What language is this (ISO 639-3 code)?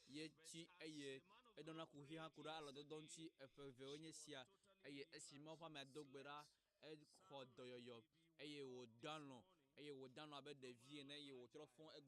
ewe